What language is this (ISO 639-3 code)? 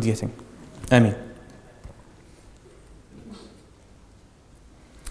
dan